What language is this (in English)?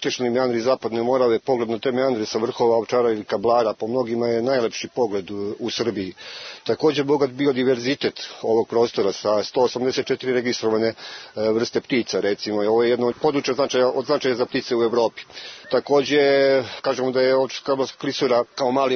Serbian